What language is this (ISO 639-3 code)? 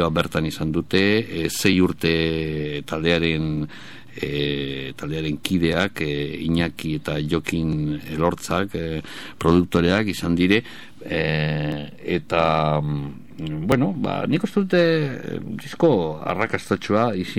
eus